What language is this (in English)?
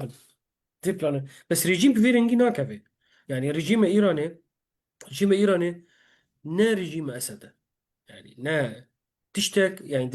Kurdish